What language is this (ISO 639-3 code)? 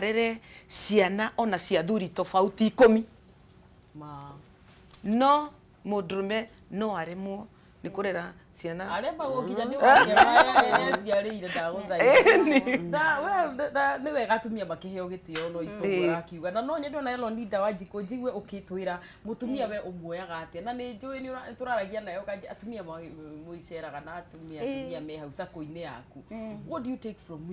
kik